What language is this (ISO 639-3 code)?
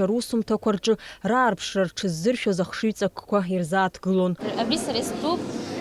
abk